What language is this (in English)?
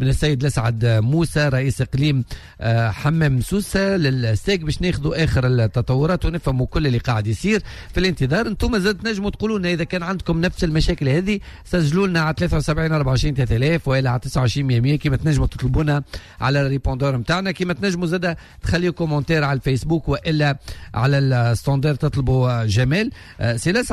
Tunisian Arabic